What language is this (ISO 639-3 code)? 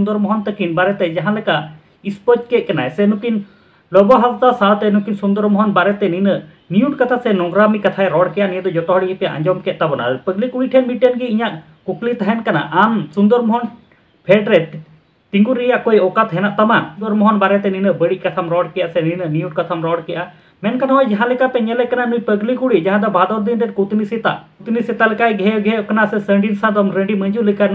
sat